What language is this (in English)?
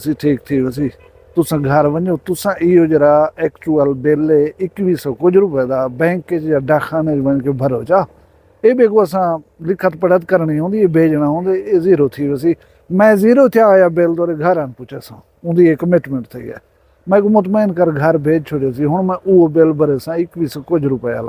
Saraiki